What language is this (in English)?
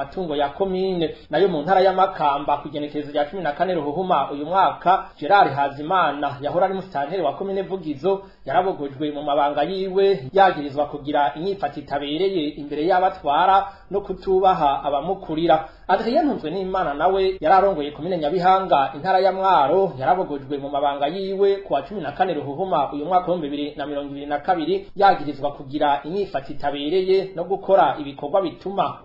Rundi